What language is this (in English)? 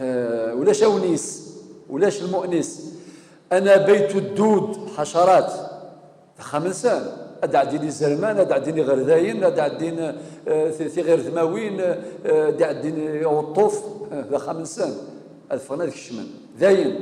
Kabyle